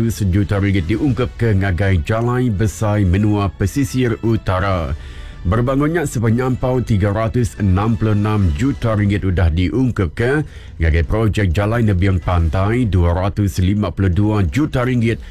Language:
Iban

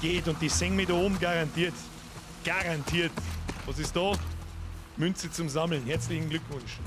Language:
Bavarian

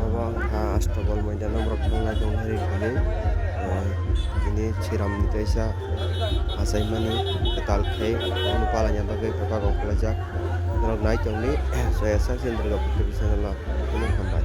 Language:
Kok Borok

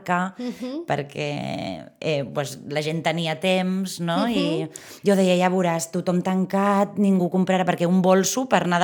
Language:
Catalan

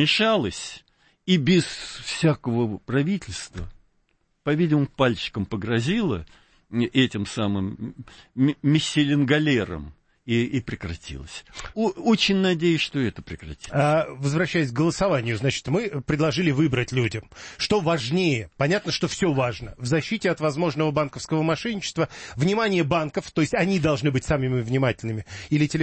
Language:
Russian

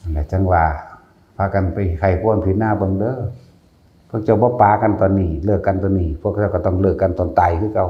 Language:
Northeastern Thai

